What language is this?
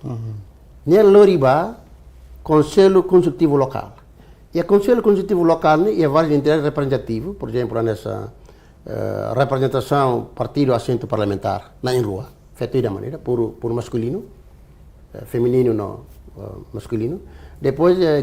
Tetum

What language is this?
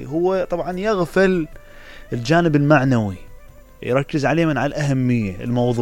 Mesopotamian Arabic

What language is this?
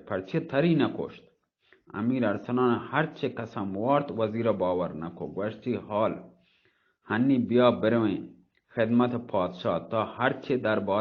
Baluchi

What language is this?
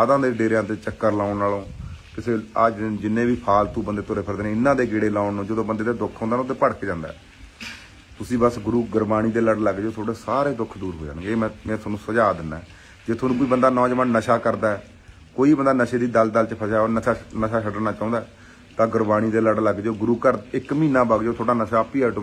Punjabi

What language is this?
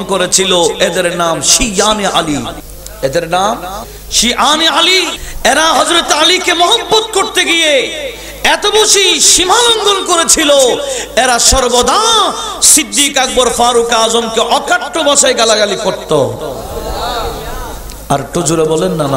Bangla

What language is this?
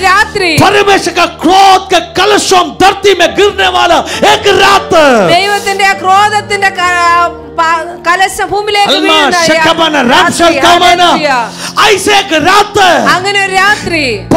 Malayalam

